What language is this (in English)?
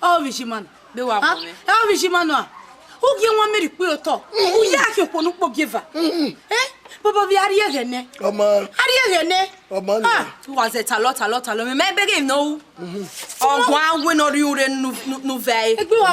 Bini